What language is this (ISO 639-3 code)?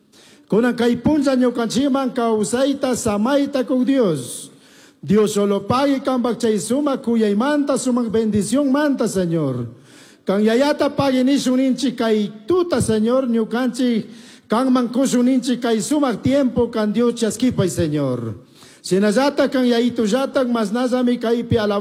qug